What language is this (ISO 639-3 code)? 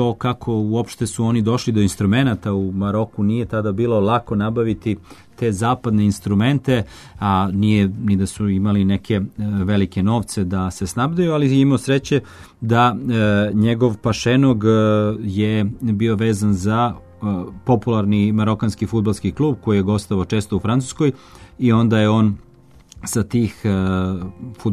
srp